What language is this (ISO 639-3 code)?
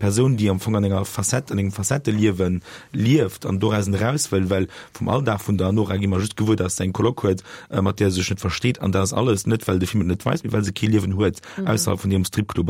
ltz